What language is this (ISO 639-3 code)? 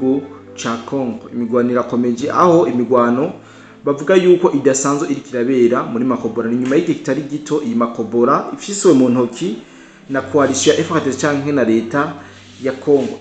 run